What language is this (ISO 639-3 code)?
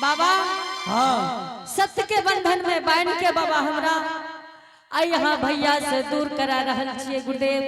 anp